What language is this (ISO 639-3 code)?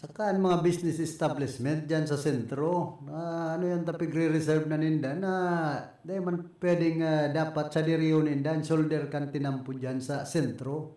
bik